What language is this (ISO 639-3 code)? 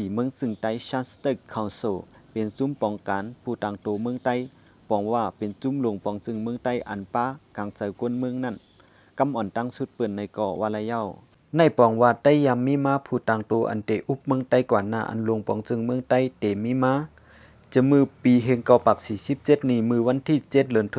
shn